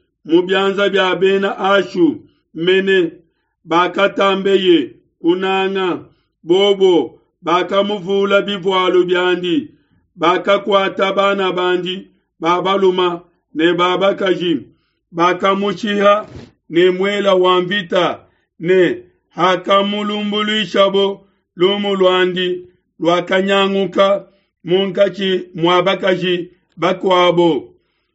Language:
Luba-Lulua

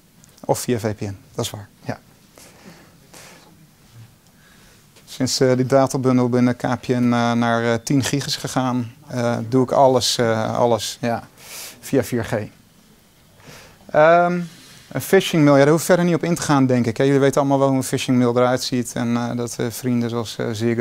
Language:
Dutch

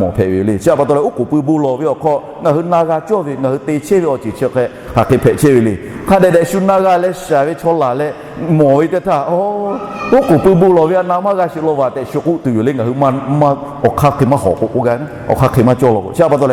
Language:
Lahu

